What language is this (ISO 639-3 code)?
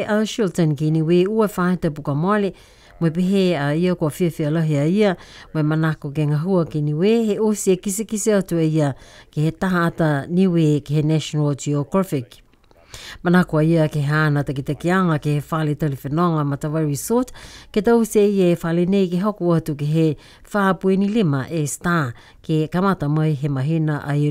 niu